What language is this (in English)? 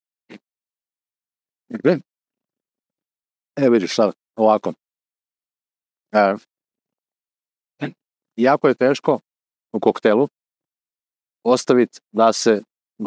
Croatian